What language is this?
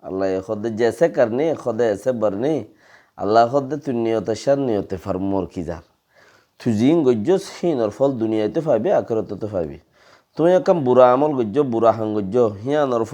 Rohingya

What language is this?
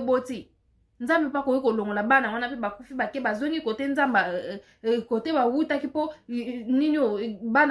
Lingala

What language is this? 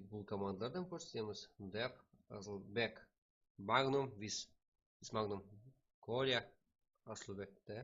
Kara-Kalpak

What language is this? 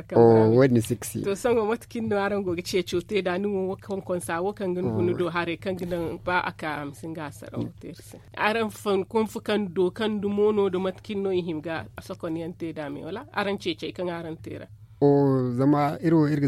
Zarma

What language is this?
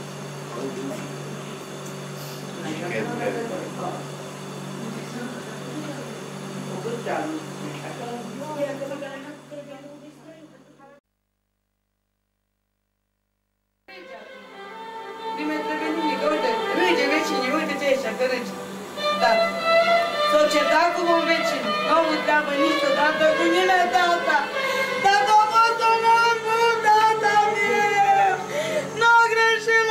Romanian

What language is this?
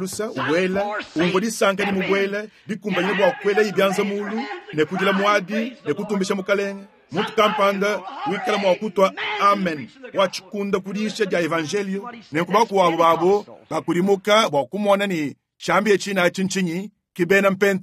Luba-Lulua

